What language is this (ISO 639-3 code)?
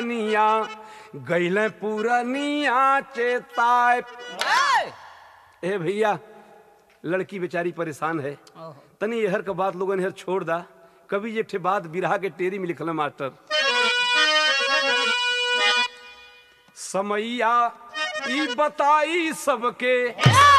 bho